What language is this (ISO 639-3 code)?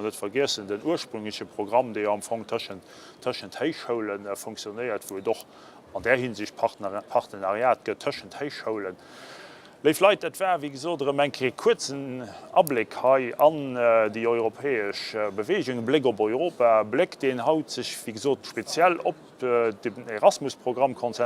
ltz